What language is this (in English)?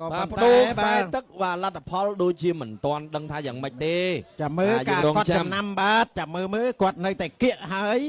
Khmer